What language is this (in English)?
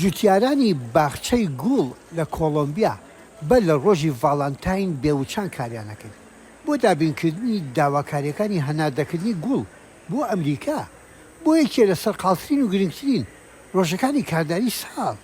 Central Kurdish